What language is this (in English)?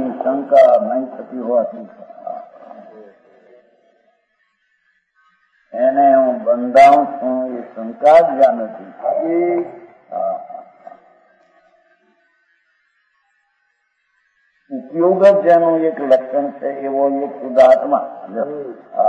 Gujarati